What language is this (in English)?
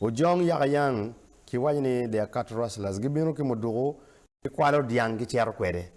Acoli